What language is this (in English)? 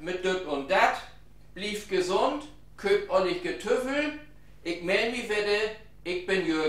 Low German